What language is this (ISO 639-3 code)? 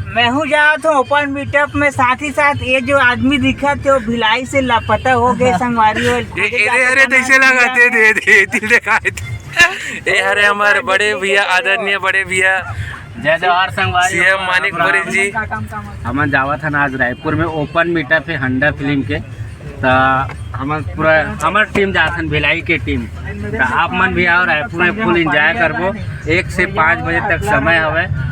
hne